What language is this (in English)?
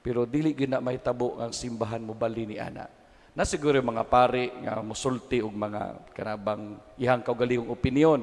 Cebuano